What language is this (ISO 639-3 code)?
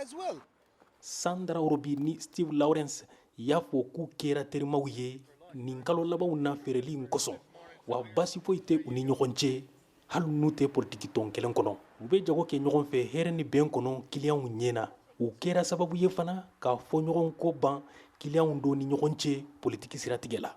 bam